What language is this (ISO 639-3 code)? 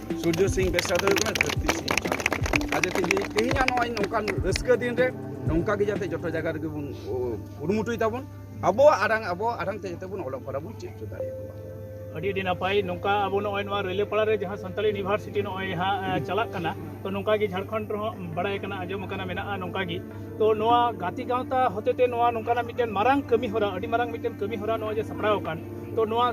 sat